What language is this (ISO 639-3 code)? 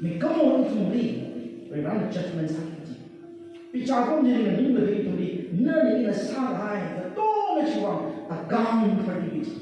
nmf